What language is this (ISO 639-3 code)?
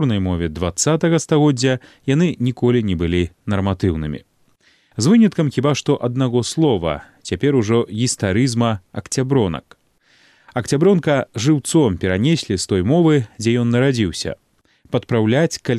bel